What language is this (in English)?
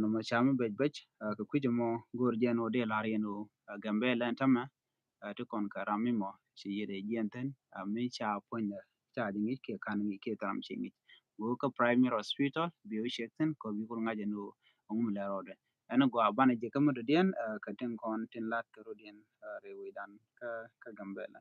Nuer